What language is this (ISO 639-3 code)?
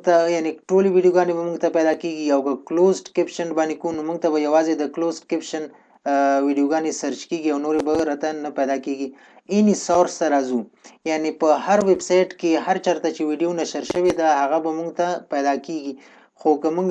pus